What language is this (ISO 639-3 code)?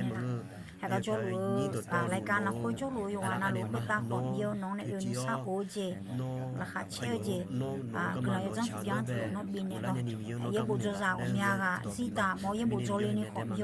ahk